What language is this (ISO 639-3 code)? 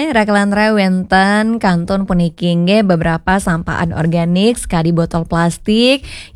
ban